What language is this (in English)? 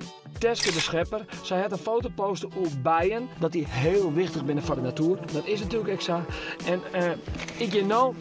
Western Frisian